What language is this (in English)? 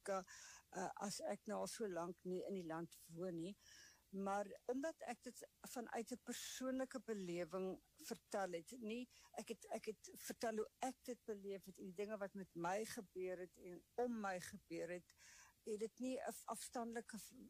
Afrikaans